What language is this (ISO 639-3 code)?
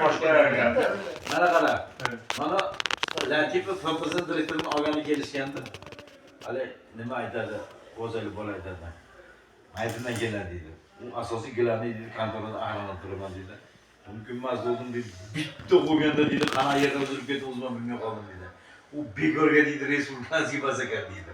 uzb